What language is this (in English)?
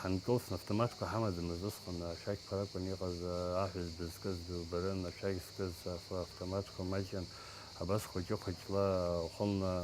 Abkhazian